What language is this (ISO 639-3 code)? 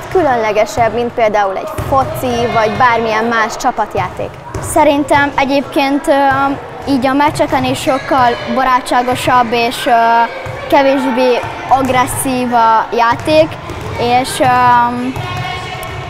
hun